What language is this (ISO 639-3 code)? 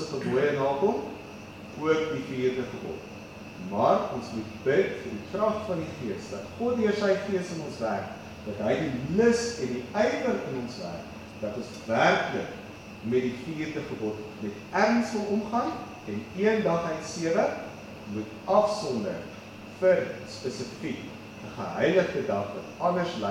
afr